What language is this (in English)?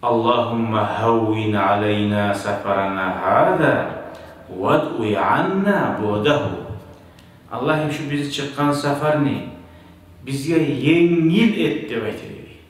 Kumyk